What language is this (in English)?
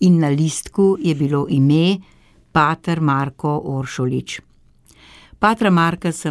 Slovenian